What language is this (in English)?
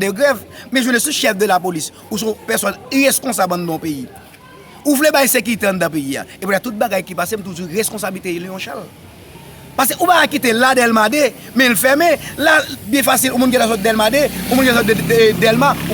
Haitian Creole